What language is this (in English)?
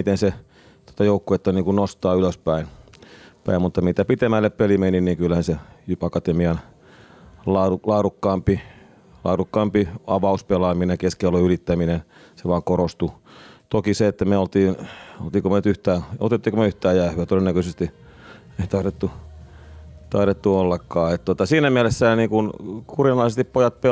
Finnish